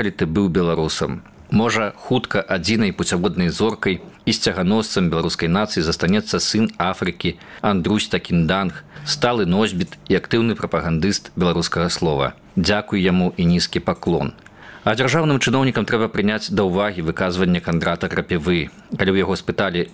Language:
Belarusian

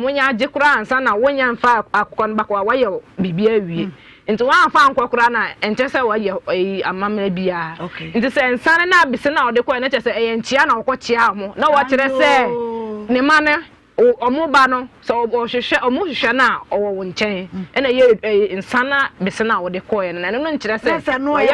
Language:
Akan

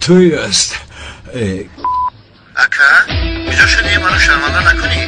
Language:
Tajik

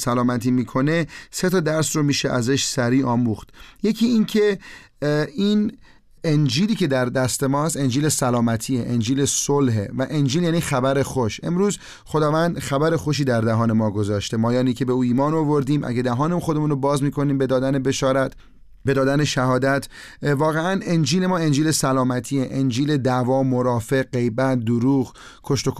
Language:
Persian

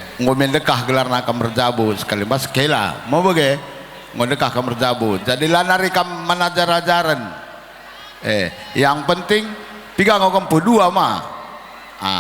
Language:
Batak Karo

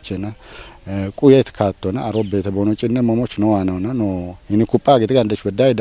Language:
Kafa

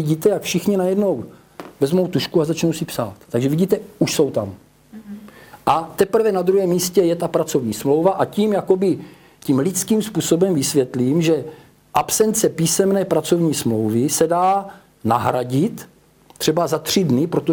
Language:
Czech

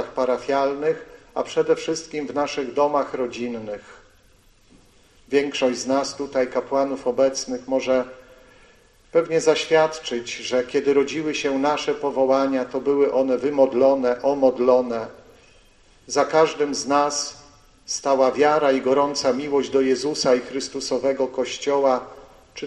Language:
Polish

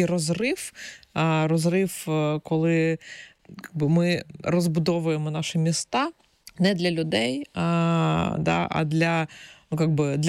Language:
Ukrainian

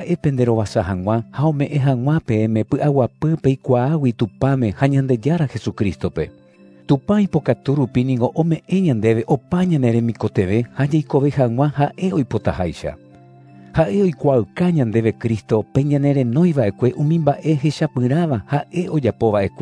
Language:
Guarani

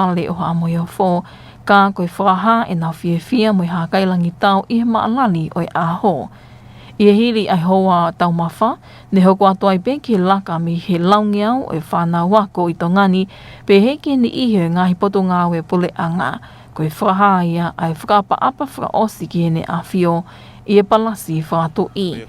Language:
Tongan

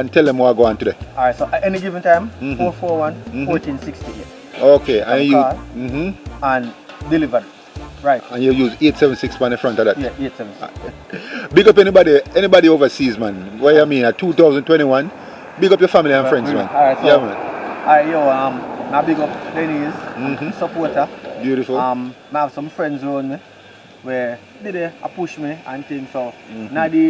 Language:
Jamaican Creole English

